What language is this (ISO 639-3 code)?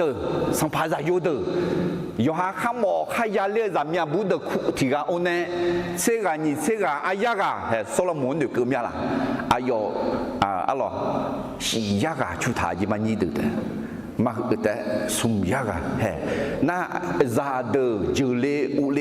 ahk